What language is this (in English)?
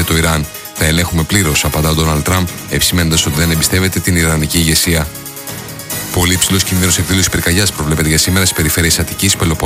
Greek